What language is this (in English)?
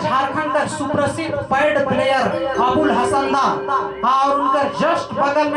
Sadri